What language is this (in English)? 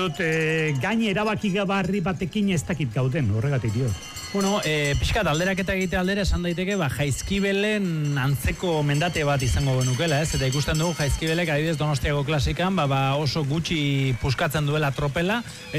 Basque